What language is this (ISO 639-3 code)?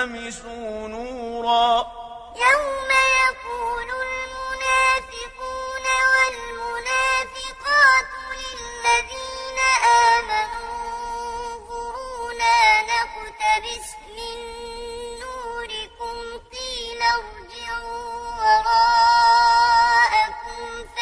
ara